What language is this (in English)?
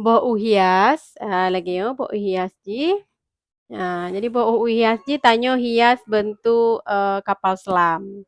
Achinese